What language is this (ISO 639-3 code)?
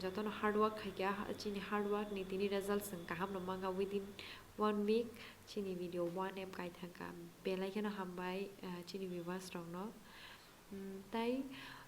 trp